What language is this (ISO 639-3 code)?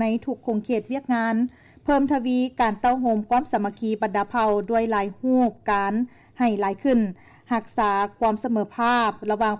lao